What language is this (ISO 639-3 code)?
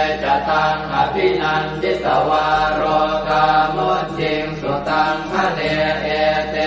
pli